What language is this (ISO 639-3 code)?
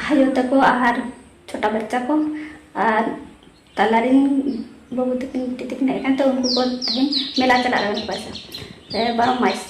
sat